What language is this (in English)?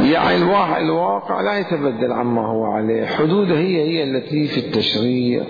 Mesopotamian Arabic